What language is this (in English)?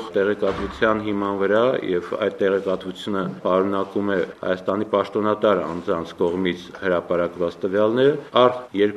Armenian